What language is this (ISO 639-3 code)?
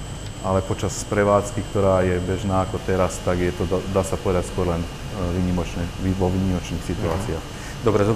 slk